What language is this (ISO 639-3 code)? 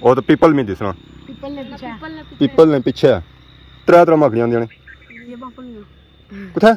phr